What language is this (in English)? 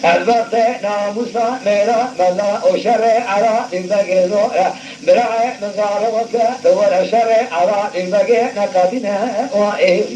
Kurdish